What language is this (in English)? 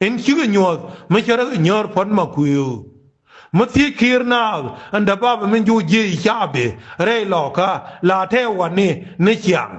Nuer